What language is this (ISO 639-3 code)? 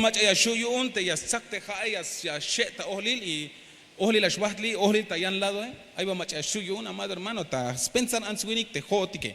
tzh